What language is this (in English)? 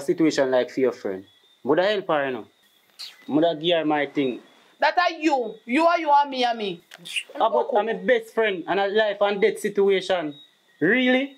Jamaican Creole English